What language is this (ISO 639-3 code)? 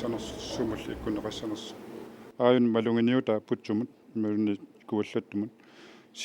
kal